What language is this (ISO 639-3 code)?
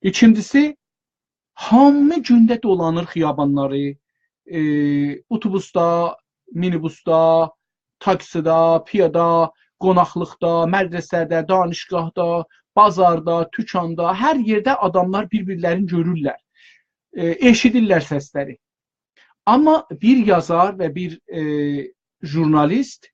azb